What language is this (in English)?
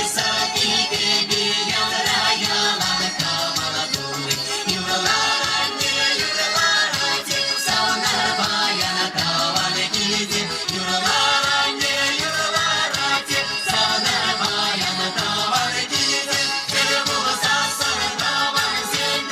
Chuvash